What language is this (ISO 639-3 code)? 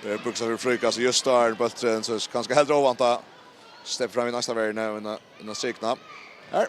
fao